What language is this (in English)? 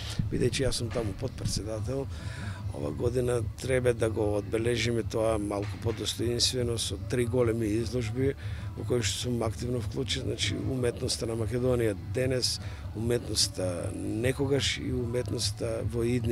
Macedonian